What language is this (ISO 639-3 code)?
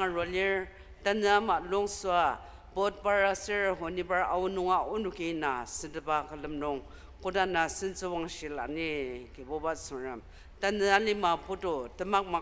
njo